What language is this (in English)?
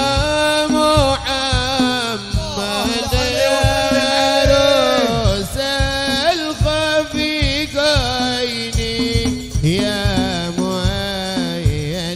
Arabic